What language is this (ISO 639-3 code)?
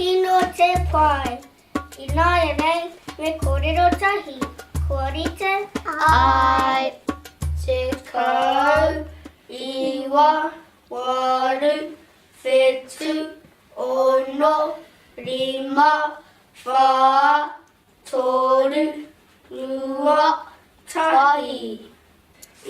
mri